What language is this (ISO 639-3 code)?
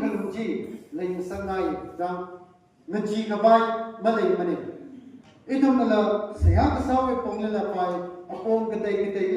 nmf